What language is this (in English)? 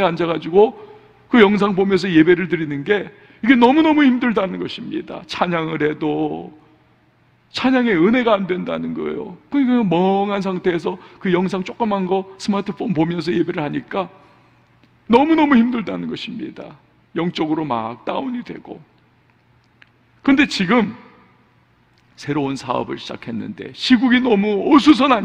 Korean